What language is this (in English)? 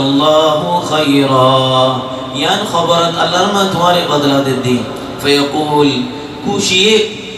Rohingya